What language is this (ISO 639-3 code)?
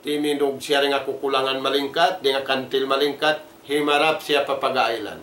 tsg